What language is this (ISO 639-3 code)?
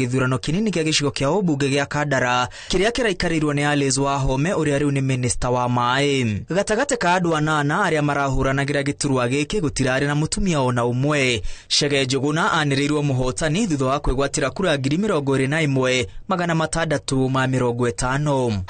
kik